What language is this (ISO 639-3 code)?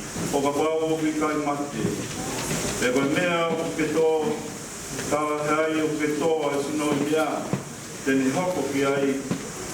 ton